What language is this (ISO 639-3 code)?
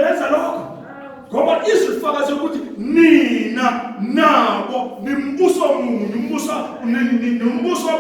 zul